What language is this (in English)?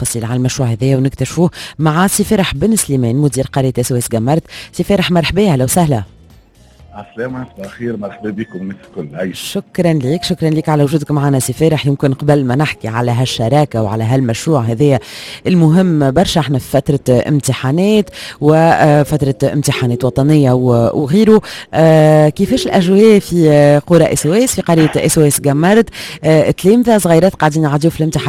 Tunisian Arabic